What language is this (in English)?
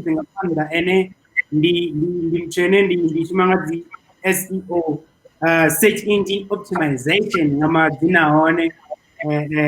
Venda